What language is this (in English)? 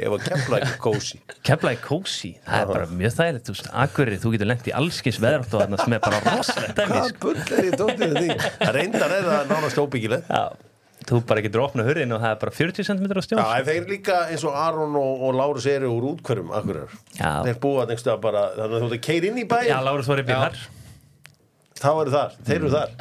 Icelandic